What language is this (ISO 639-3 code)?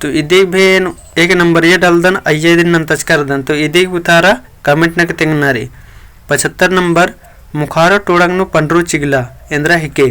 kru